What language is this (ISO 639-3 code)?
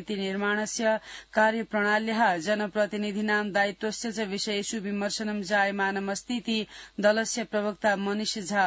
san